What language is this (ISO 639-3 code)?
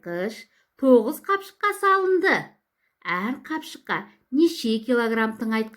kaz